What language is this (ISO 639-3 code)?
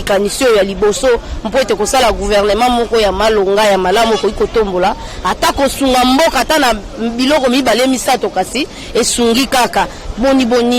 lin